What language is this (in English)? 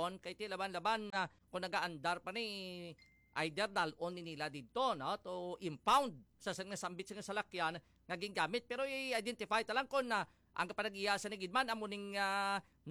Hiligaynon